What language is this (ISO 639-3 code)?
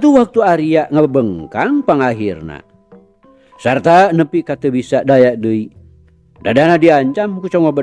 sun